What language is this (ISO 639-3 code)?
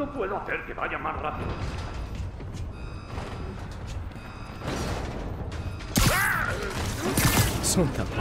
spa